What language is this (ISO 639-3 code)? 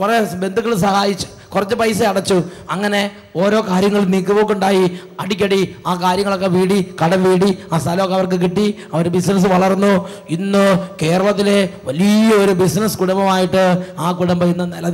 mal